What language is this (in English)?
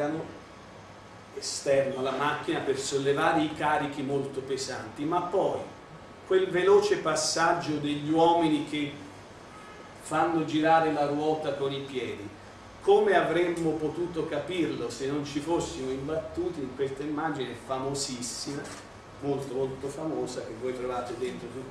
Italian